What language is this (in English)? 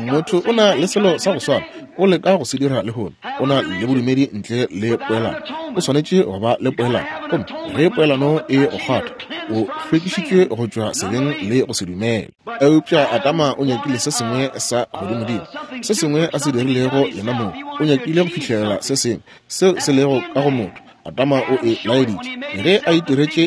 Northern Sotho